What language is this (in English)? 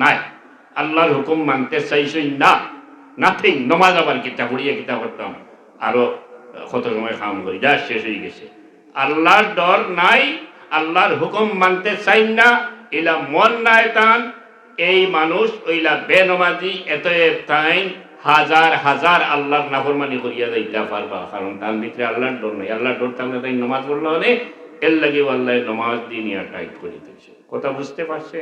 Sylheti